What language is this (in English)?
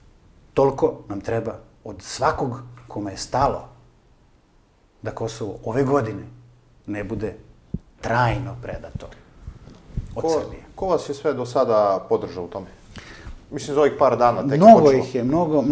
Serbian